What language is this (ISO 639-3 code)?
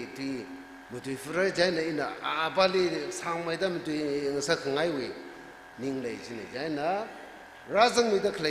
nmf